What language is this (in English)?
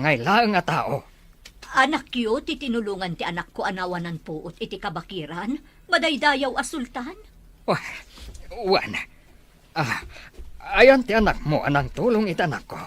Iloko